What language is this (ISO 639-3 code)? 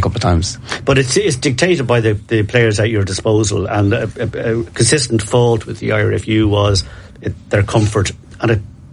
eng